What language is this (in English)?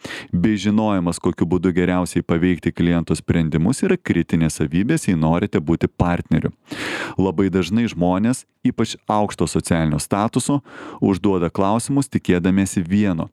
Lithuanian